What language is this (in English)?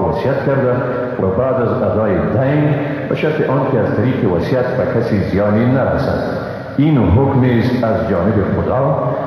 Persian